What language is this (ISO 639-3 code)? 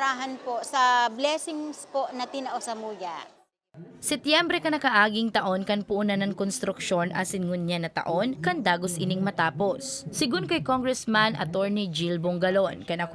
bik